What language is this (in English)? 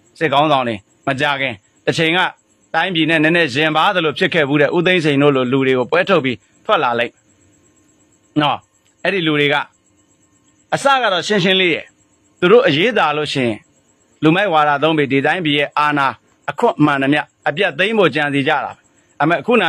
Burmese